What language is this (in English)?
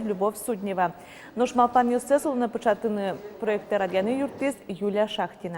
Udmurt